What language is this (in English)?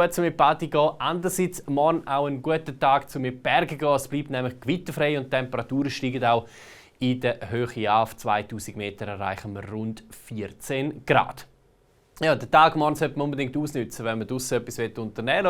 Swiss German